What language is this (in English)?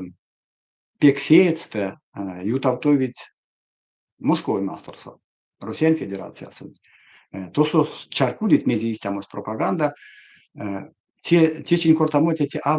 Erzya